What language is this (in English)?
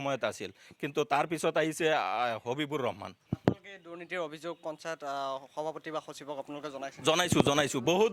Assamese